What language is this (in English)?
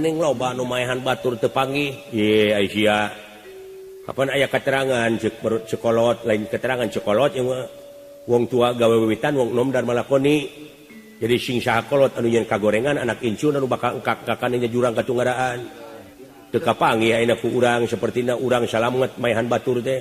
Sundanese